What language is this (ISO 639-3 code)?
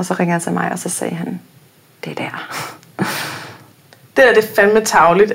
dan